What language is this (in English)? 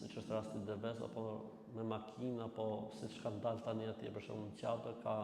Albanian